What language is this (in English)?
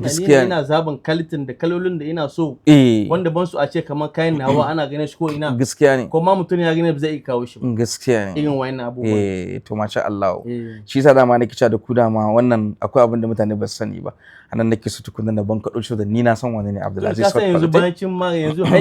Hausa